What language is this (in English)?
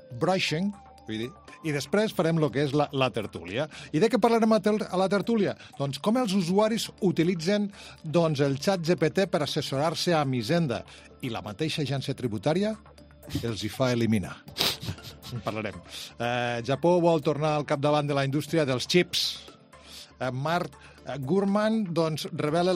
Catalan